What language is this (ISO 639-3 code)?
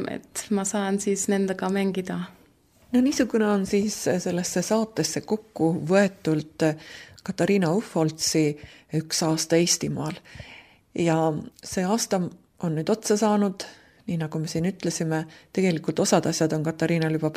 est